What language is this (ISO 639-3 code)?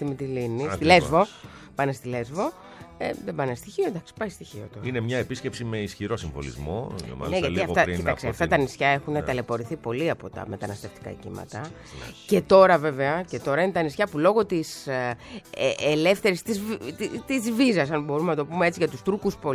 ell